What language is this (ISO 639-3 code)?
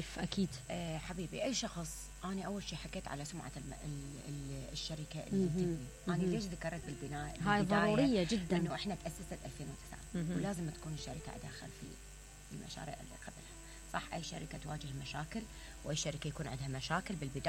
acm